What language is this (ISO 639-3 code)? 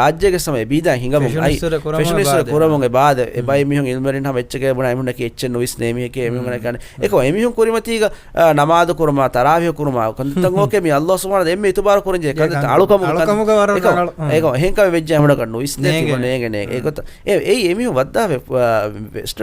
div